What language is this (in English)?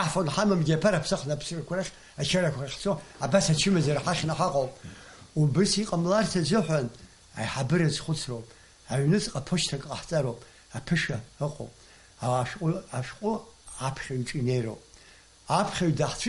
Abkhazian